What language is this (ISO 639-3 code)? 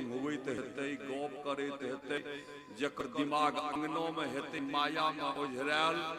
mai